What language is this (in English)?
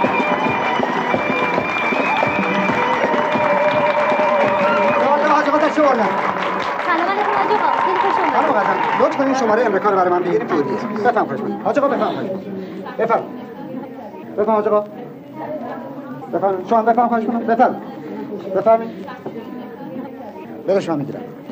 Persian